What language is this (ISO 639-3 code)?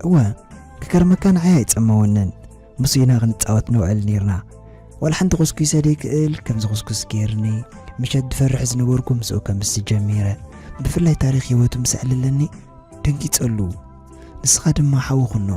tir